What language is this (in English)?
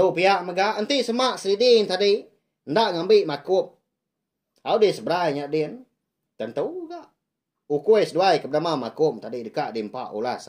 Iban